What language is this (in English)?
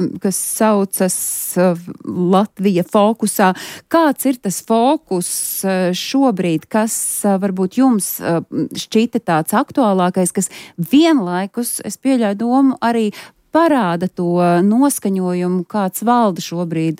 Latvian